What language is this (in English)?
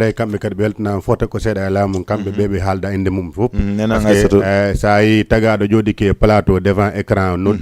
Fula